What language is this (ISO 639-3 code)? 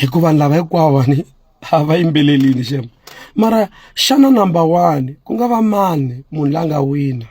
tso